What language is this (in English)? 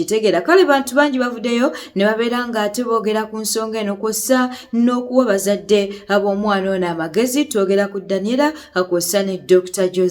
Ganda